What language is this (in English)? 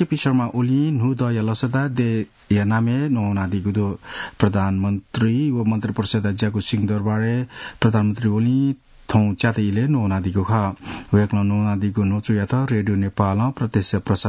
Newari